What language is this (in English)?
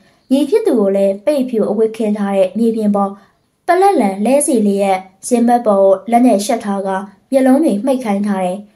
Burmese